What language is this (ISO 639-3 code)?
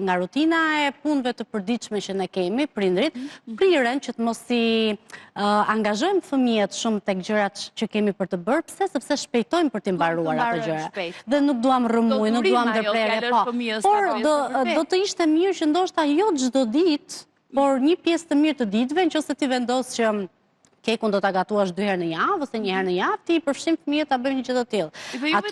sqi